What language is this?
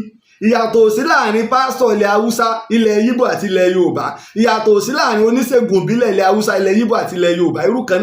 Yoruba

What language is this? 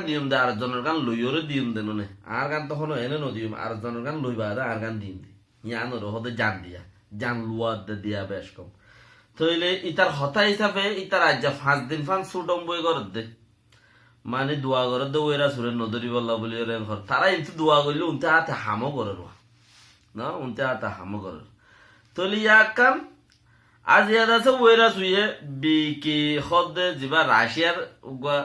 Rohingya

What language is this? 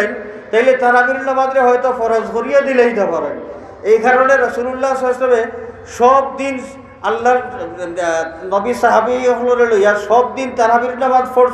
Sylheti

